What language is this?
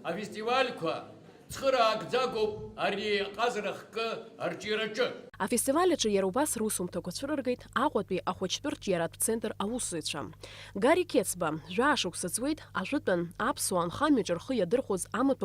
Abkhazian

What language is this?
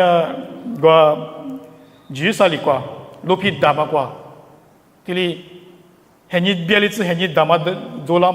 Lisu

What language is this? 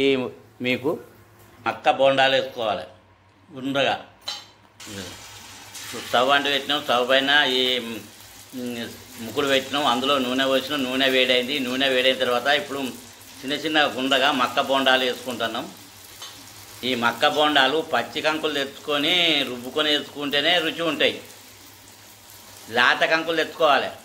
Telugu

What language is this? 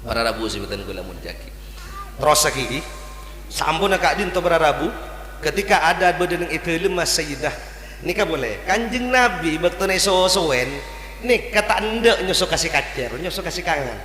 Madurese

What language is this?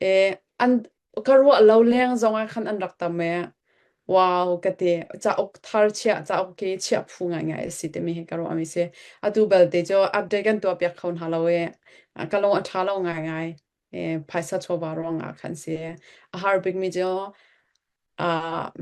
Hakha Chin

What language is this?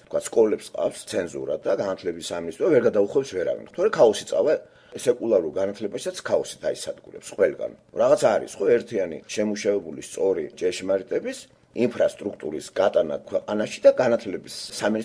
Georgian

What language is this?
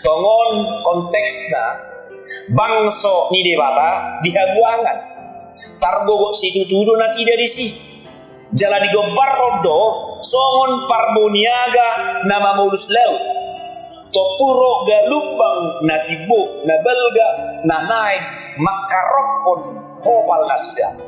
Batak Toba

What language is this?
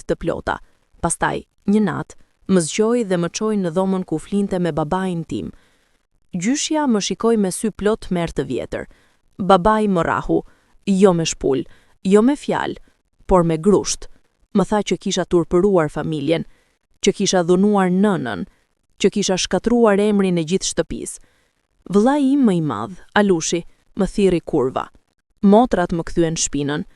Albanian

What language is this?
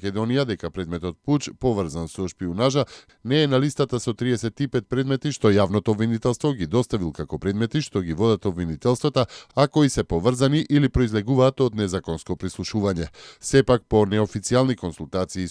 Macedonian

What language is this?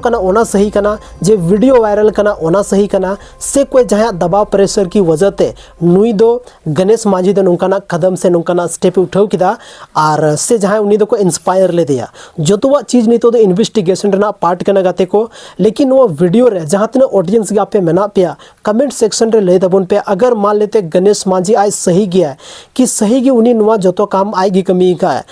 Santali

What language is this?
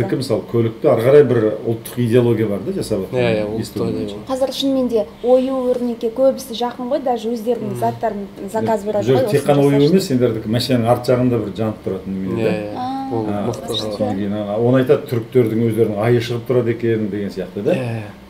Kazakh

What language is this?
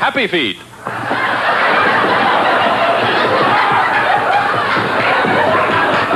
English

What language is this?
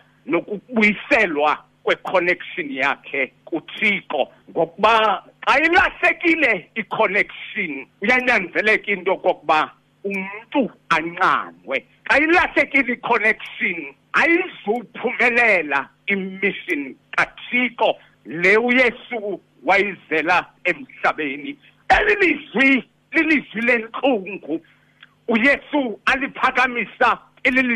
Xhosa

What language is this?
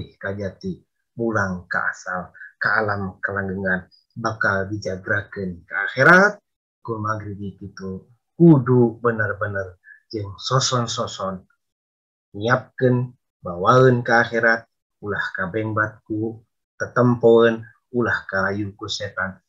Sundanese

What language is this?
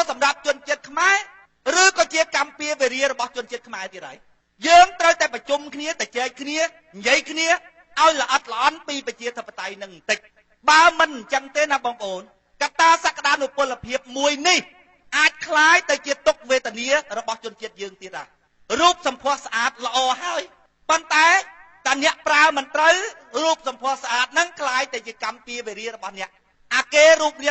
Khmer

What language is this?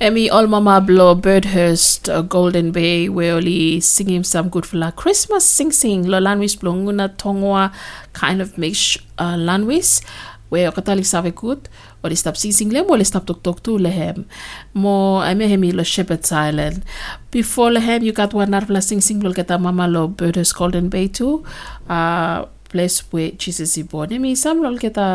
Bislama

